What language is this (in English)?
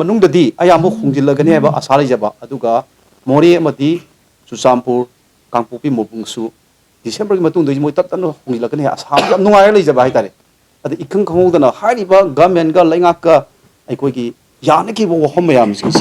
Manipuri